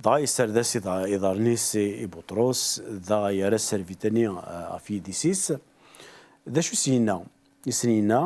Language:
Kabyle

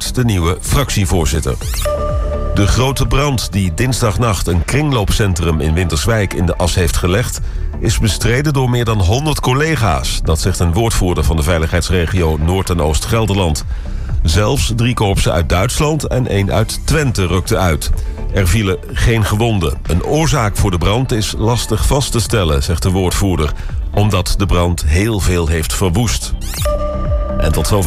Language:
Dutch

